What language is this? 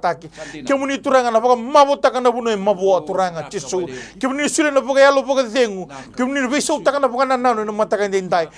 Fijian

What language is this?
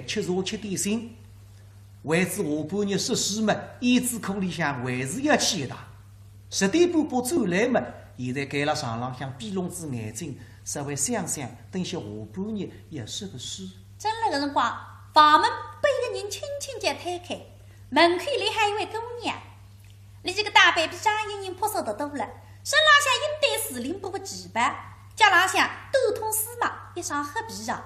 Wu Chinese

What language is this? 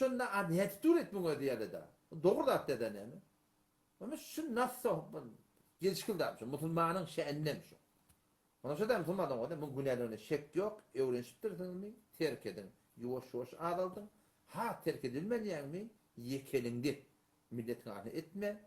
Turkmen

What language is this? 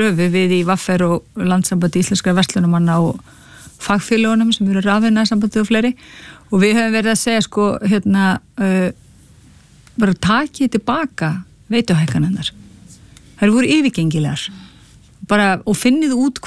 Icelandic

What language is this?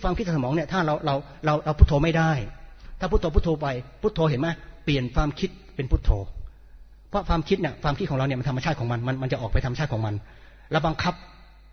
Thai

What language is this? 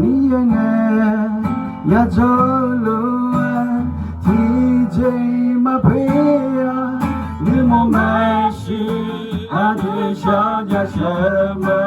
Akha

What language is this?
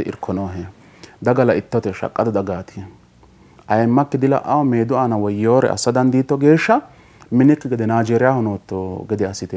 Sidamo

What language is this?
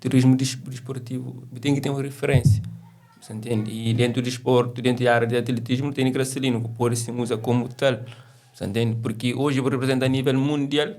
Kabuverdianu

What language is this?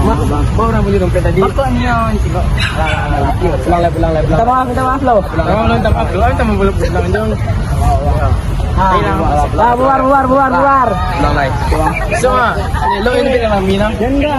Minangkabau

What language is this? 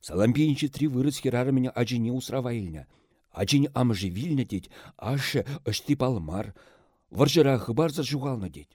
Chuvash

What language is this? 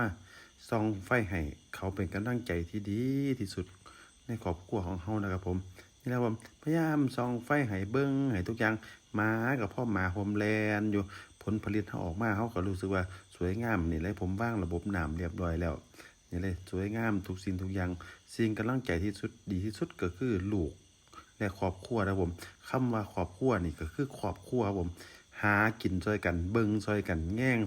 Northeastern Thai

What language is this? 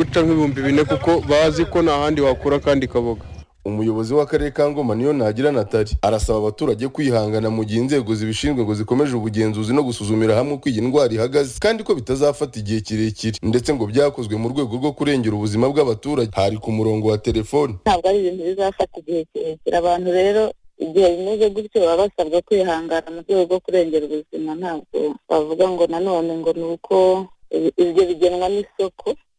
Kinyarwanda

